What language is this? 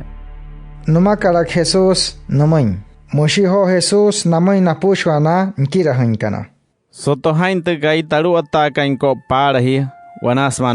Wayuu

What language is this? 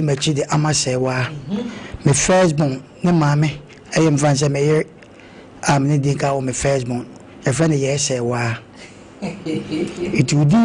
Akan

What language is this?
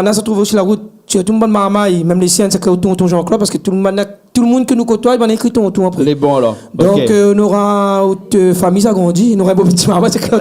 Réunion Creole French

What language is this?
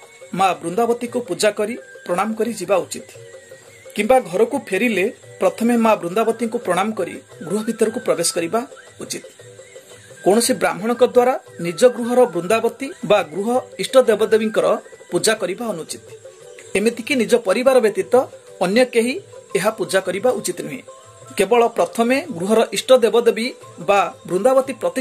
Odia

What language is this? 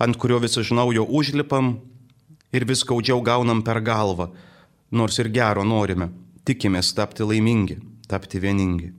Lithuanian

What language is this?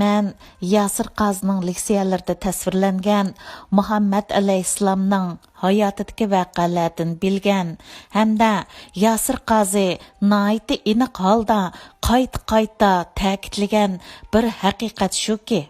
Uyghur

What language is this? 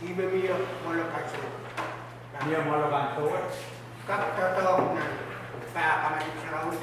Pohnpeian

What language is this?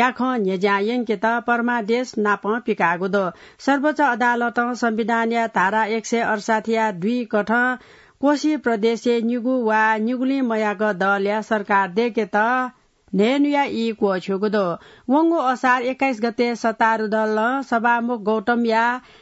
Newari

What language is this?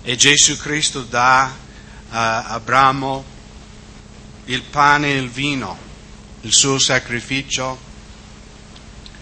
Italian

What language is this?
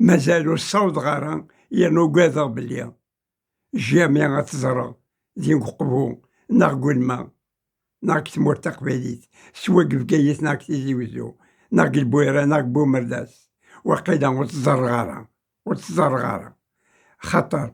Kabyle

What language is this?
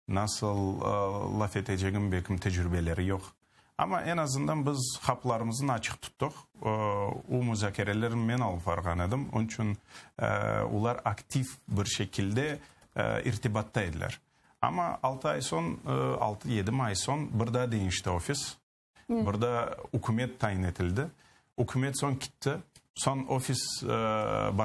Crimean Tatar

